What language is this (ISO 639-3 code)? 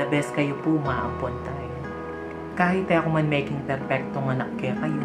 pam